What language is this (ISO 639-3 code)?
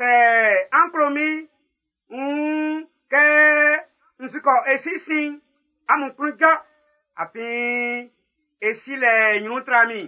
bci